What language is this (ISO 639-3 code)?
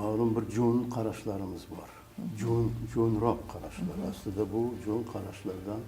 uzb